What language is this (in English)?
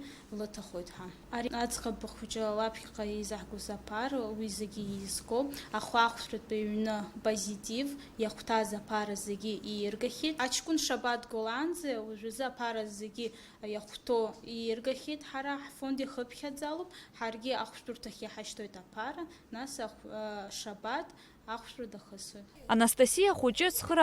Abkhazian